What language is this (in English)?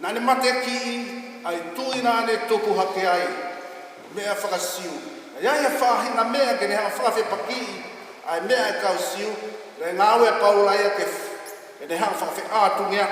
Tongan